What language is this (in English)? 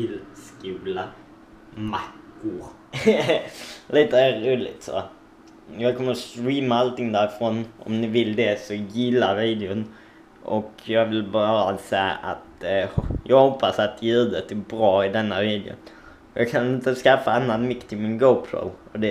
Swedish